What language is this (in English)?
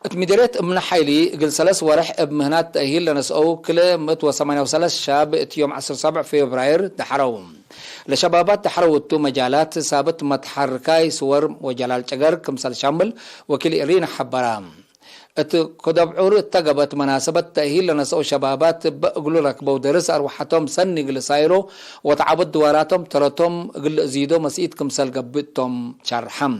Tigre